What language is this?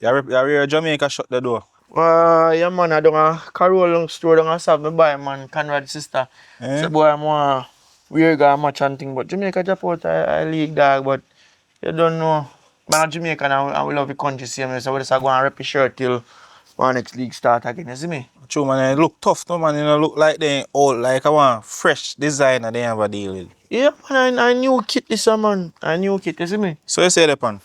Jamaican Creole English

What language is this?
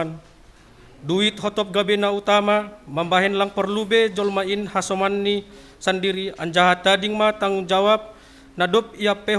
Batak Simalungun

